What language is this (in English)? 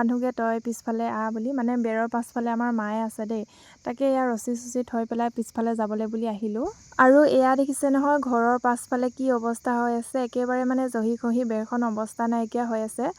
Assamese